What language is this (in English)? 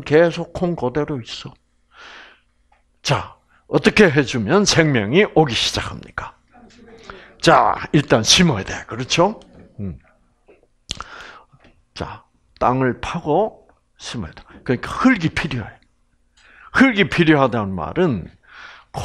Korean